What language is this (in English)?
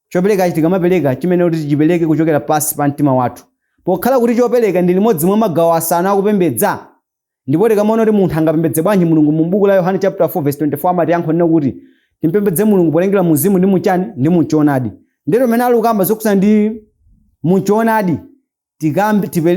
Nyanja